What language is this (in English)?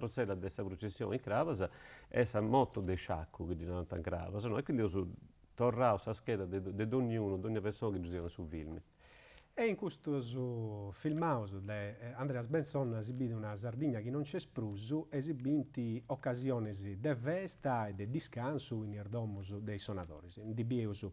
Sardinian